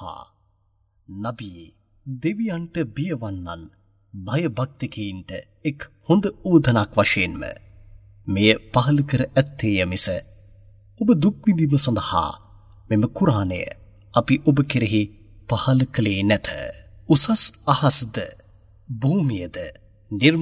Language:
Sinhala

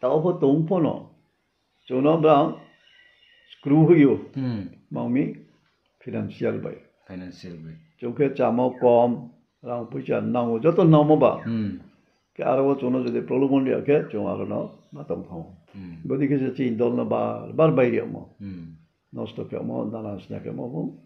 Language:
Riang (India)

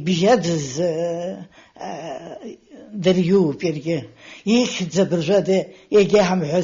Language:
Abkhazian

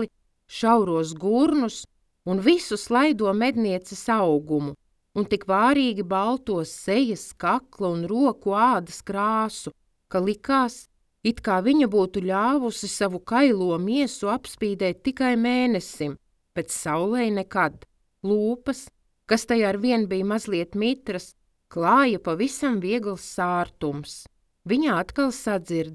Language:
Latvian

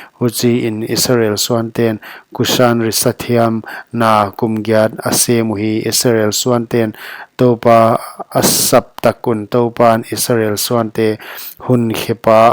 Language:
Paite Chin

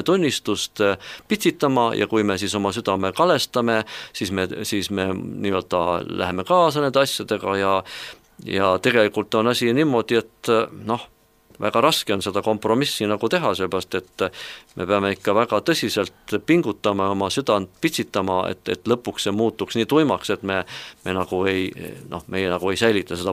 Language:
Estonian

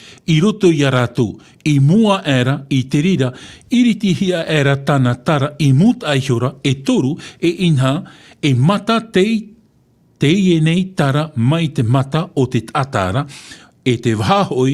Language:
Tahitian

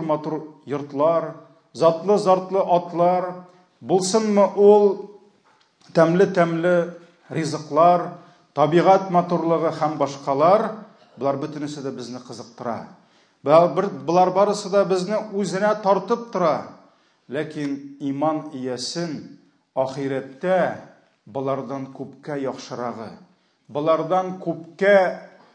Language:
Tatar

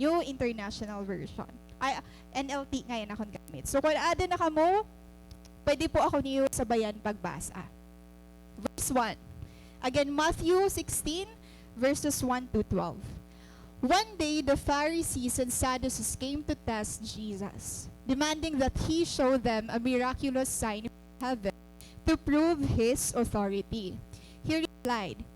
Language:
Waray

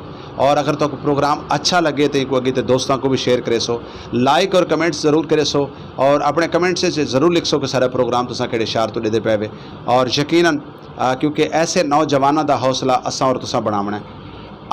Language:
Saraiki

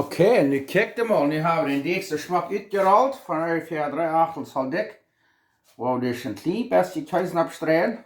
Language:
Plautdietsch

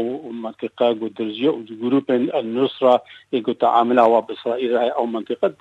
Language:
Kurdish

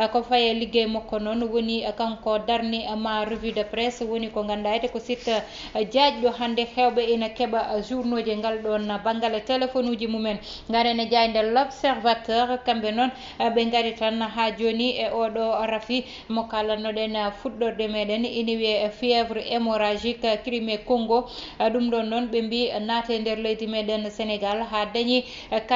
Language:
Fula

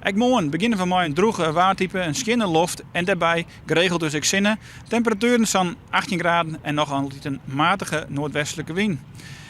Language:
Western Frisian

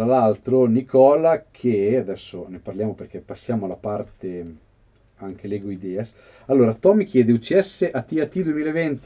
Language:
Italian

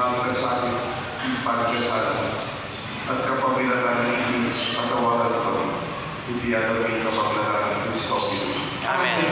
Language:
Pampanga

